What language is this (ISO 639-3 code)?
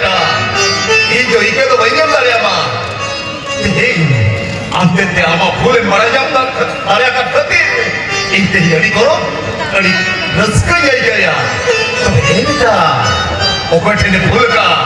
sat